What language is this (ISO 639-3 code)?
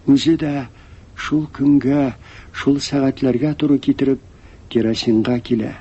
tat